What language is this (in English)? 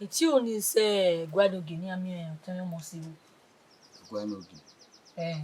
Bini